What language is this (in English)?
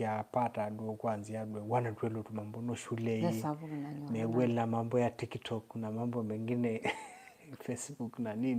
Masai